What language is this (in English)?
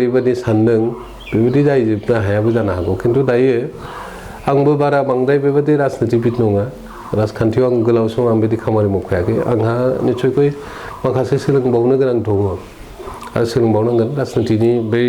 Bodo